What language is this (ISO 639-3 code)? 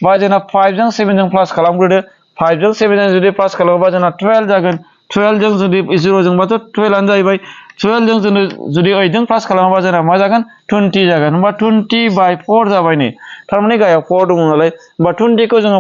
brx